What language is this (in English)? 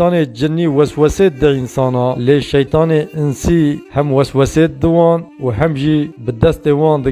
Kurdish